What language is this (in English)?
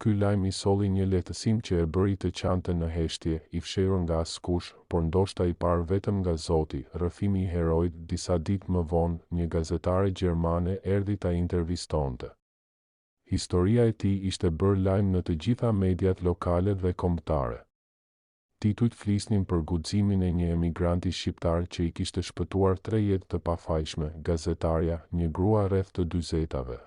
Albanian